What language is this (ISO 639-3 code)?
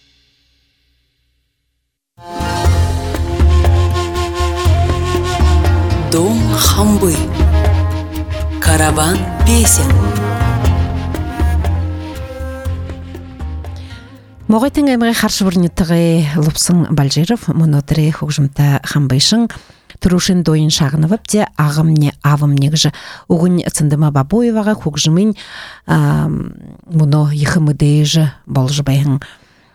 bua